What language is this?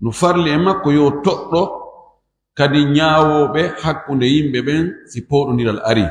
Fula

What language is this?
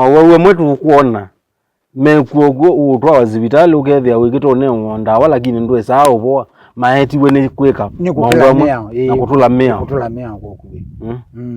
Kamba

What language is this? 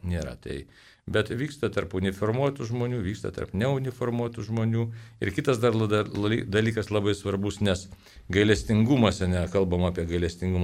Lithuanian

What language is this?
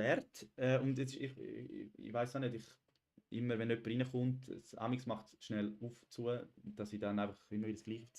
Swiss German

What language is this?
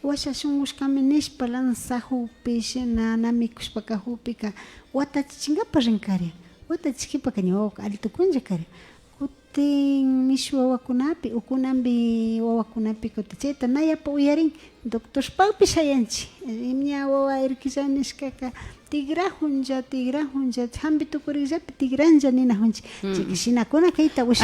Imbabura Highland Quichua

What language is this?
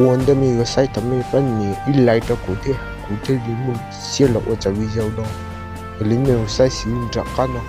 Hmong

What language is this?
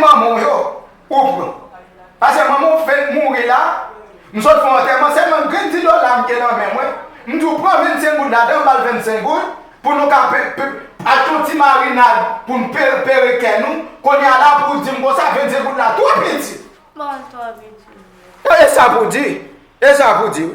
Haitian Creole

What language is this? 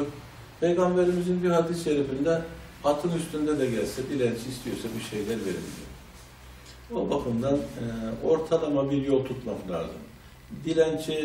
Turkish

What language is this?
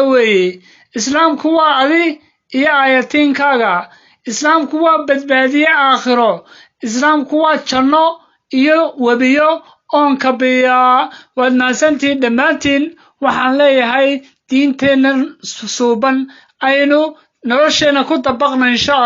Somali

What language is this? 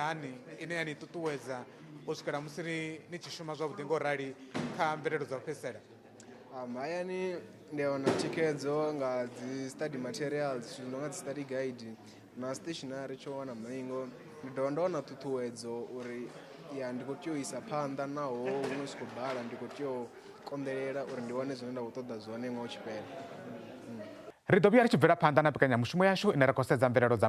Venda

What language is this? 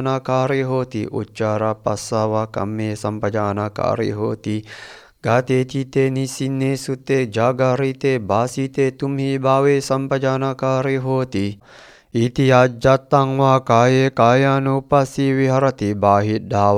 Pali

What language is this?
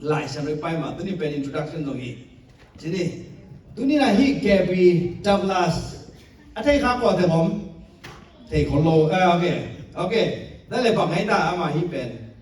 Tedim Chin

